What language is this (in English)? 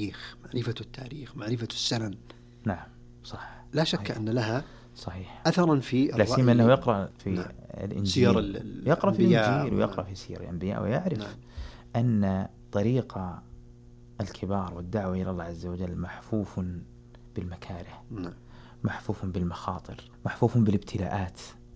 Arabic